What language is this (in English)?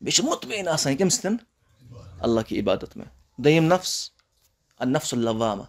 Kashmiri